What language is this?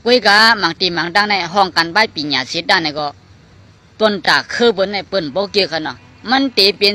Shan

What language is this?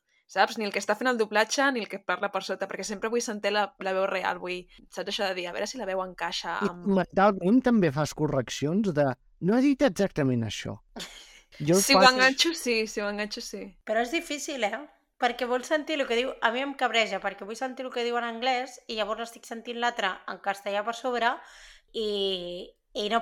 Catalan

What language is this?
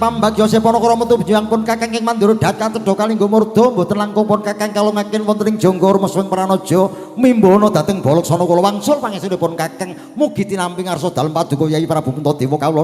Javanese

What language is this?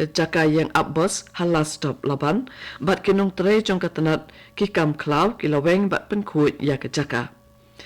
Khasi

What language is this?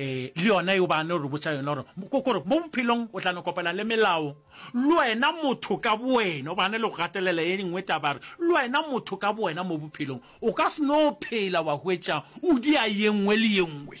Northern Sotho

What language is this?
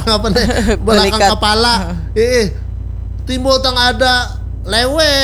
Banjar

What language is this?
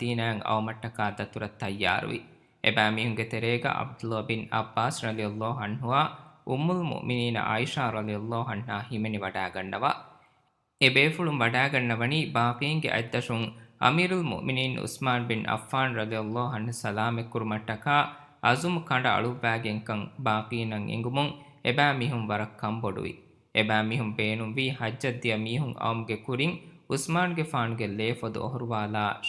Divehi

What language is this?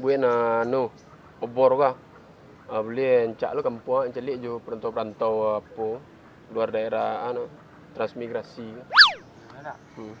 Minangkabau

